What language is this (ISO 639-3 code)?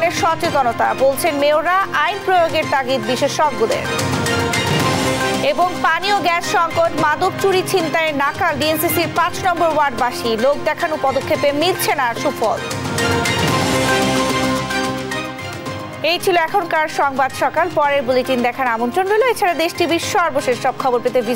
ben